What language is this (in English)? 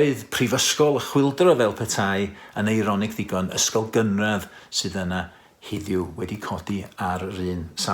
Welsh